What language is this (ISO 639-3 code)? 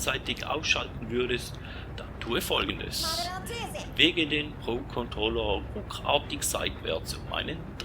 gsw